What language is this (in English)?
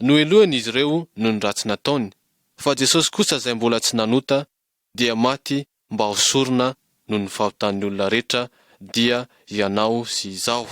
Malagasy